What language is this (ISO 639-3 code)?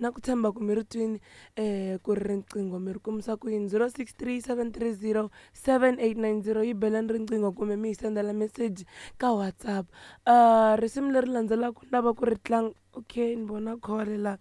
tso